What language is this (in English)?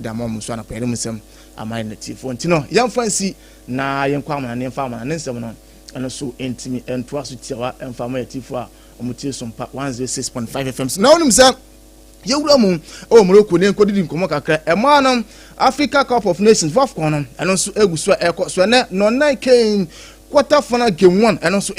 Akan